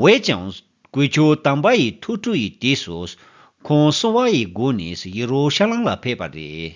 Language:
Tibetan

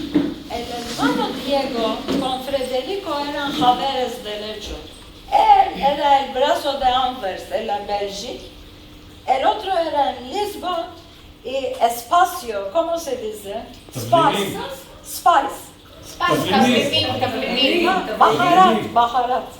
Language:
Ladino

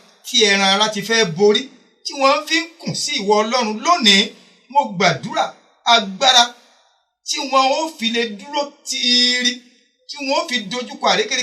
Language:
Yoruba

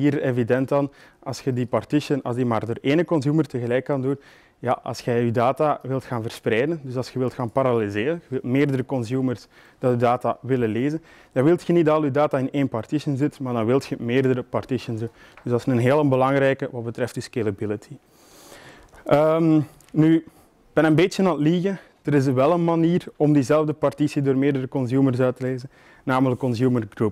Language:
Dutch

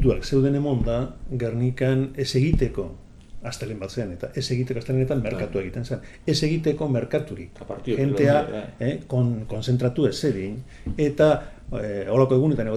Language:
Basque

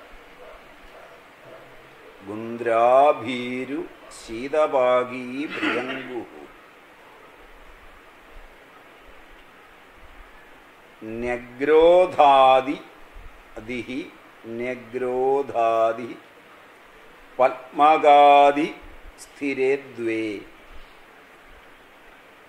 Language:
Malayalam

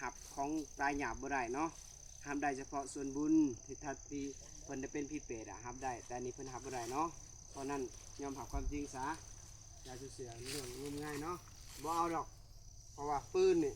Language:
Lao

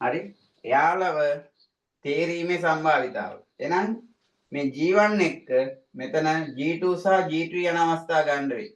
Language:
Sinhala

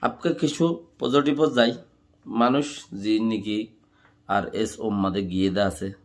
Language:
Rohingya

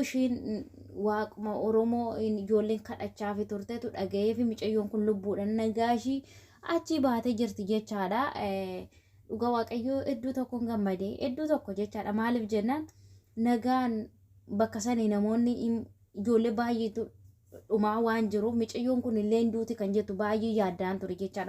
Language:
Oromo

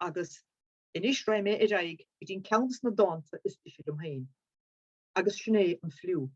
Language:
Irish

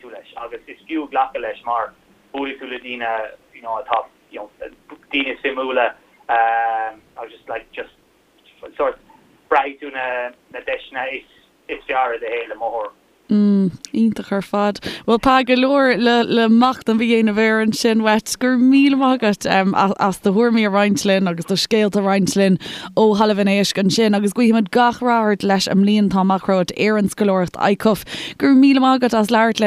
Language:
Irish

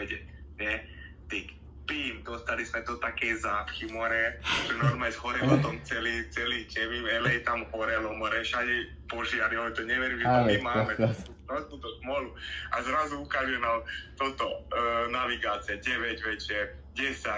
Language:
Slovak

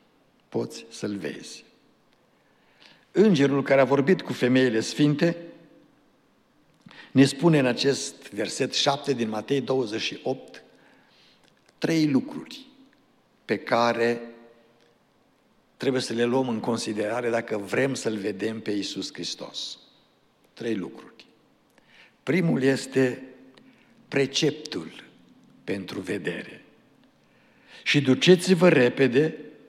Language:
Romanian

